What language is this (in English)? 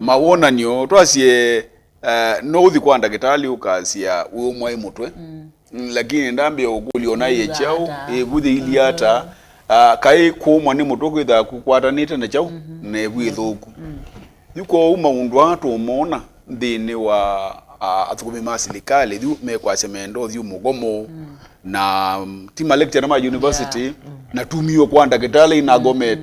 Kamba